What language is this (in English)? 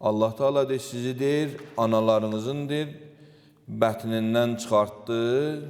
Azerbaijani